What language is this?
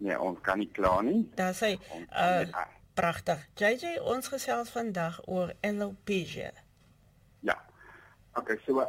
Afrikaans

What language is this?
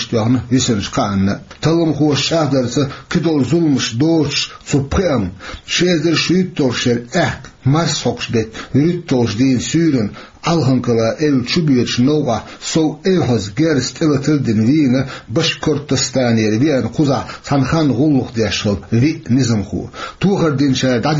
Chechen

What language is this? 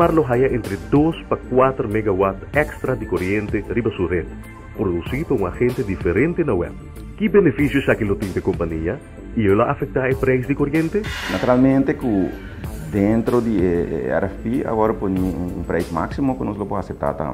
Papiamento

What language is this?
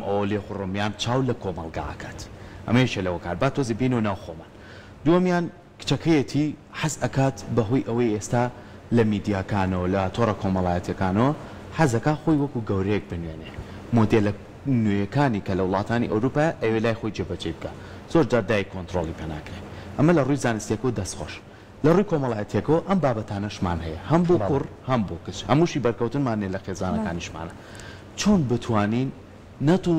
Central Kurdish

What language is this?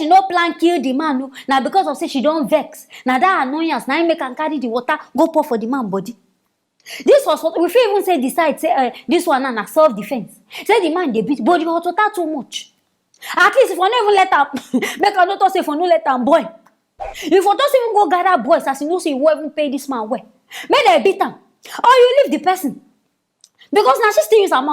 Nigerian Pidgin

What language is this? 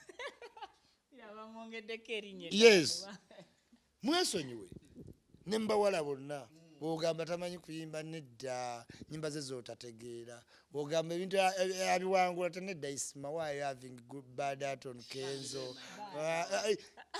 Ganda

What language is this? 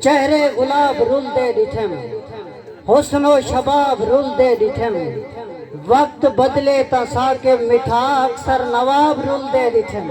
Saraiki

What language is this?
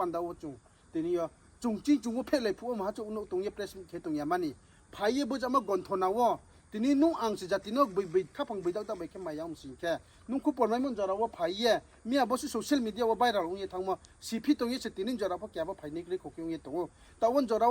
Riang (India)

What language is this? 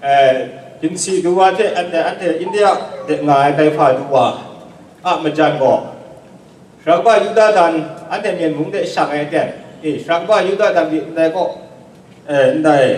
Kachin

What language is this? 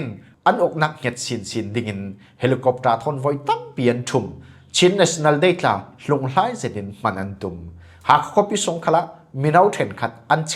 Falam Chin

